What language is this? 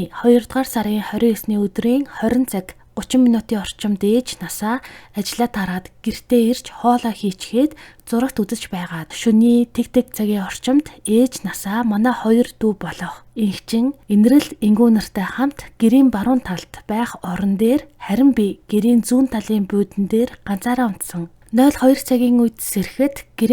Mongolian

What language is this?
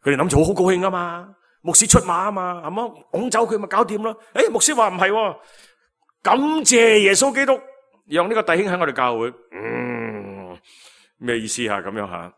Cantonese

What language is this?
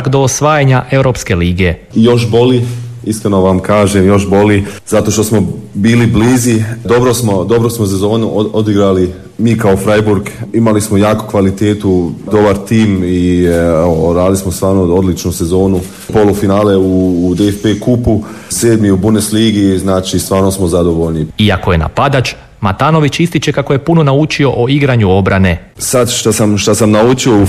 Croatian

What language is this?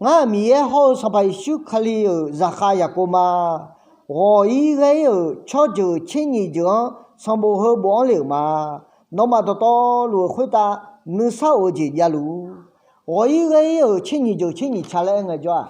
Akha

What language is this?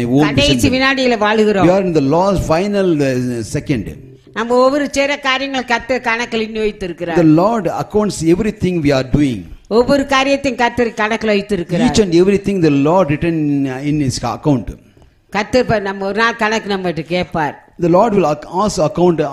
Tamil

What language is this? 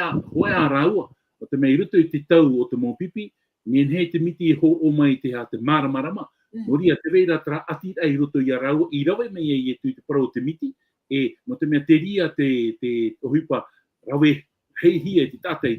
Tahitian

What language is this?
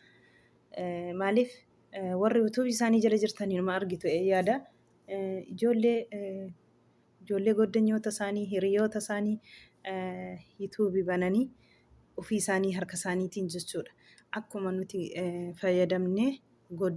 Oromo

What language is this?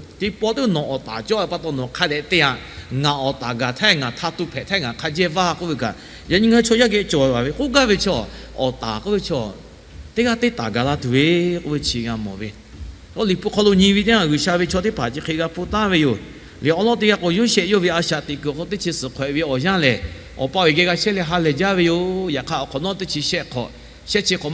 Lahu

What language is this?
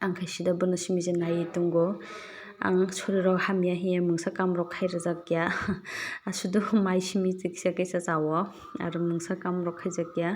Kok Borok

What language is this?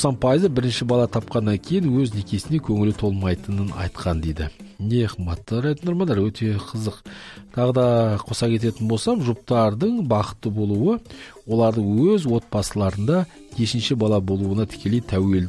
Kazakh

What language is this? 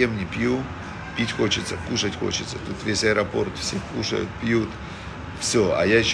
Russian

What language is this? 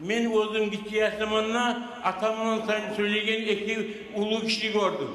Kumyk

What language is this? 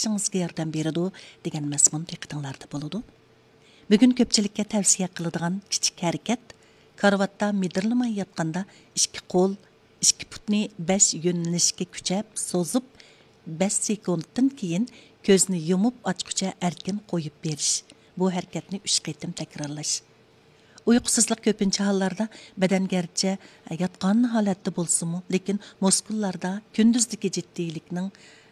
Uyghur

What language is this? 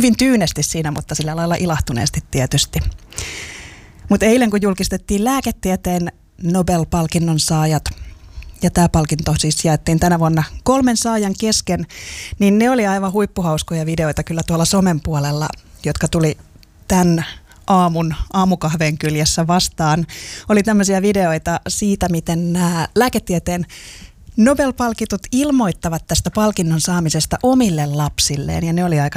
Finnish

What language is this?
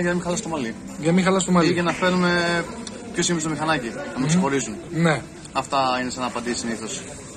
Greek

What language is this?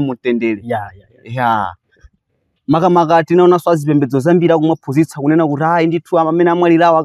Nyanja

